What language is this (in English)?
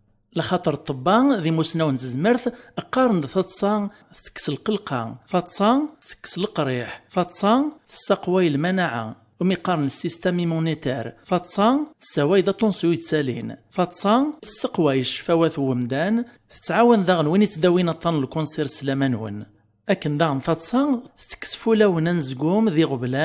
Kabyle